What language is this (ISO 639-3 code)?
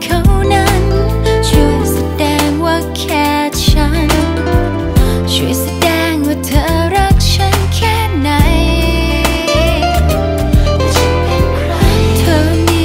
tha